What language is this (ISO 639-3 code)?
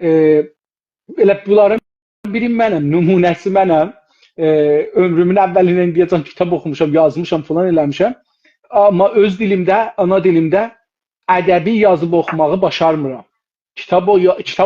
azb